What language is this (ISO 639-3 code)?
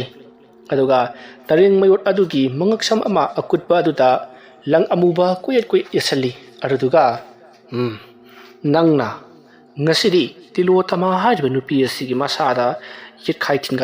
mni